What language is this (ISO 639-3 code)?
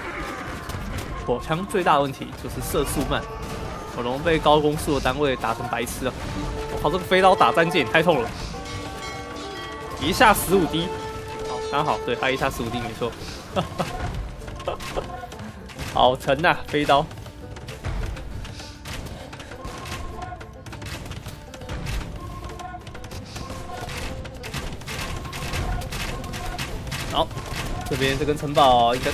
zho